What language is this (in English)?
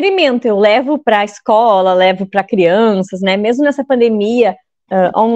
Portuguese